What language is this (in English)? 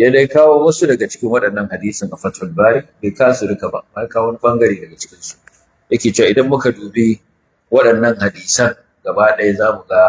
Hausa